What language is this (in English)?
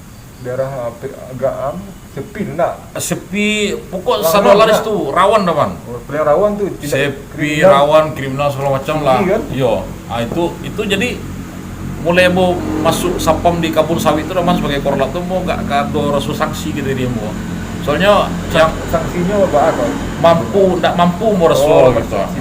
Minangkabau